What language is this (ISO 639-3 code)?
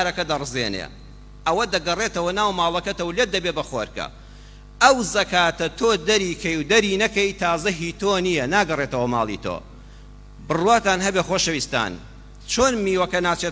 ckb